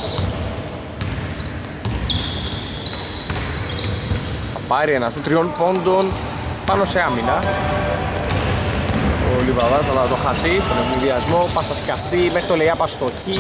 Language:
Greek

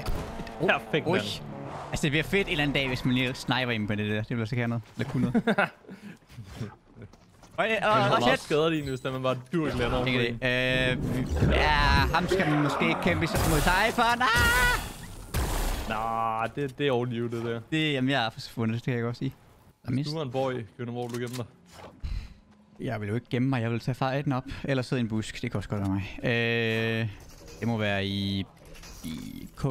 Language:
Danish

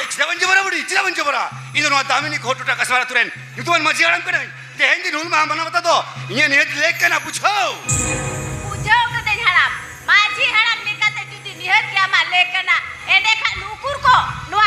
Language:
Santali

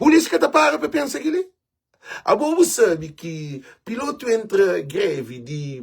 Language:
Kabuverdianu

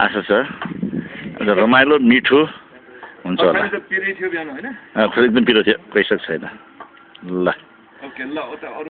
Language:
Nepali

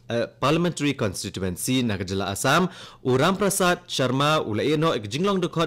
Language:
Khasi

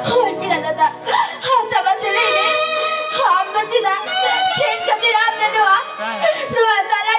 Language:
Santali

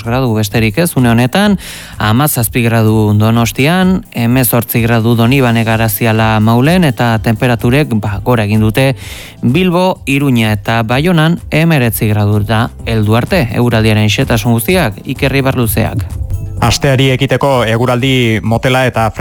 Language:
Basque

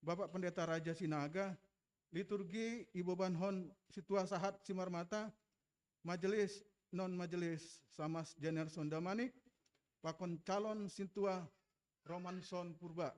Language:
Batak Simalungun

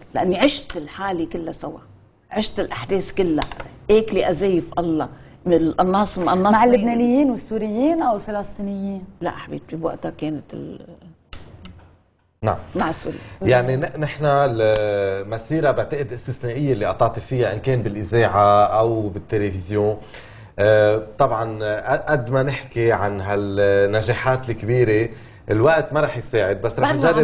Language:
North Levantine Arabic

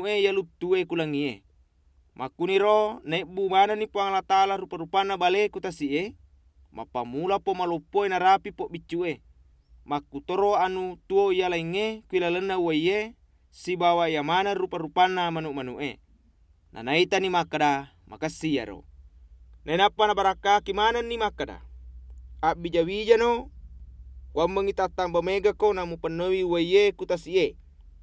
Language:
Buginese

